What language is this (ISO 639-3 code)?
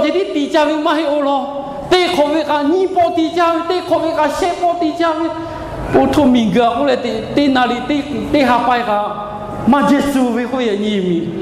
lhu